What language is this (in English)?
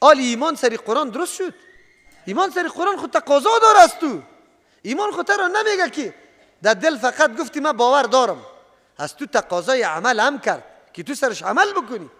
Persian